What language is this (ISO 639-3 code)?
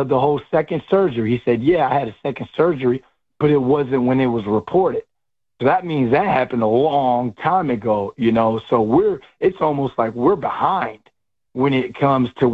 eng